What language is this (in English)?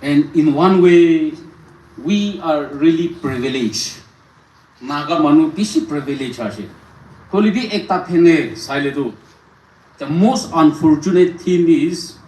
Naga Pidgin